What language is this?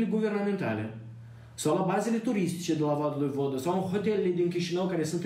Romanian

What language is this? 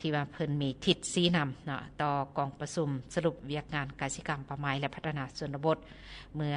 Lao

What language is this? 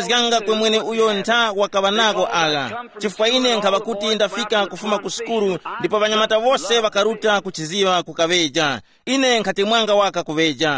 Tumbuka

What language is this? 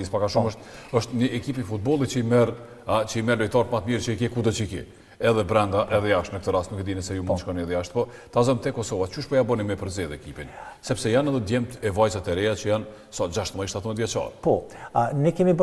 Albanian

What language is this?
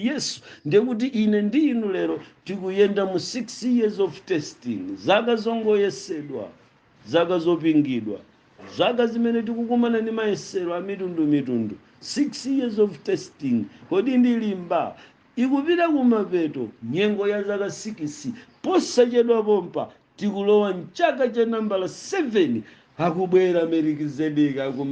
Nyanja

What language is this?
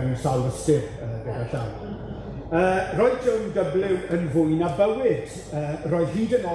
Welsh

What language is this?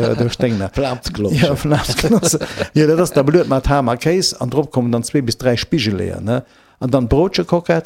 Luxembourgish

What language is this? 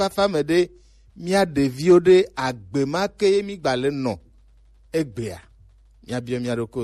Gen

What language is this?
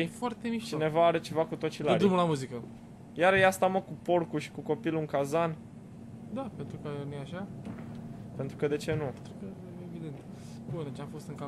Romanian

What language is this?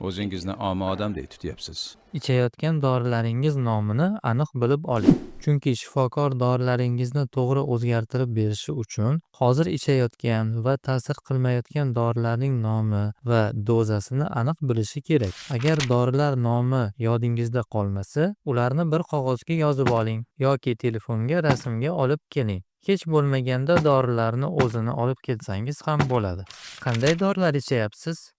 Uzbek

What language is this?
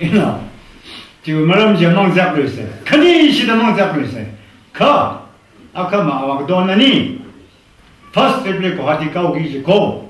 Tangkhul Naga (India)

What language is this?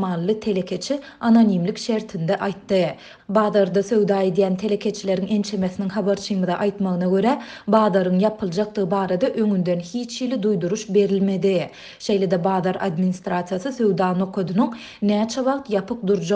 Turkmen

